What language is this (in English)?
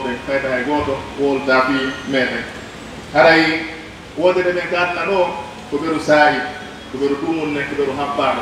Pular